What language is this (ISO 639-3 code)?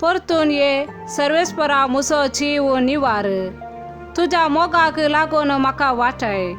kok